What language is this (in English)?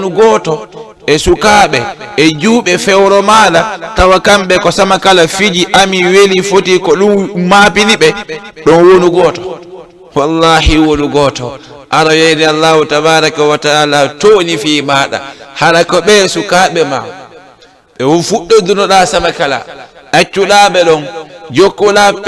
Fula